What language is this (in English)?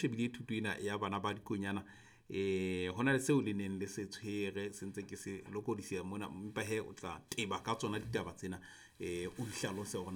Southern Sotho